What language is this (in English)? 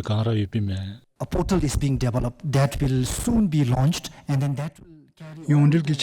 Dzongkha